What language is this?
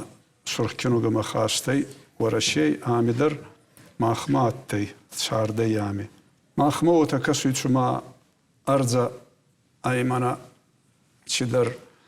Ossetic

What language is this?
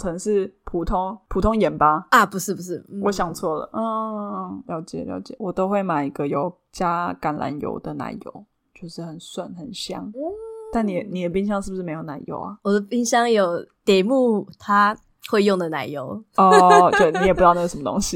Chinese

